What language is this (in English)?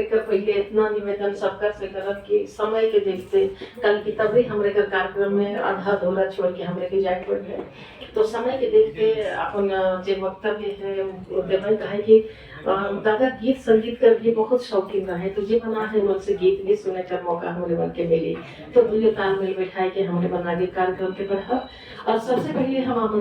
Sadri